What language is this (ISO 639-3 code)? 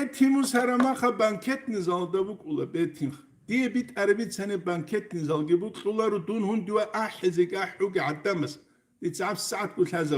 ava